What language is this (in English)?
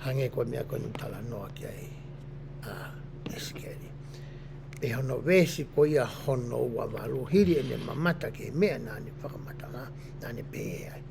Tongan